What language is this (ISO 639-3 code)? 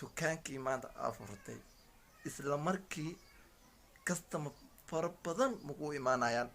som